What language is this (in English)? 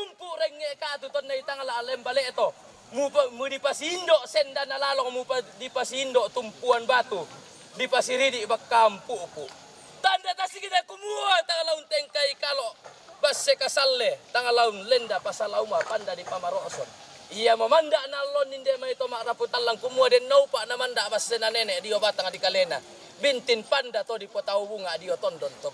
Toraja-Sa'dan